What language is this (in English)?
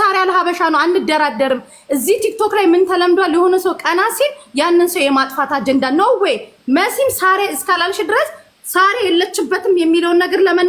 Amharic